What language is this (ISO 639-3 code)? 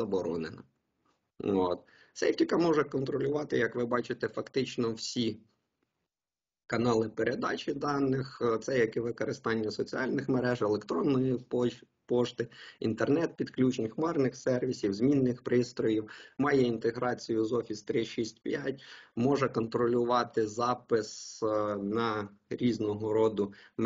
ukr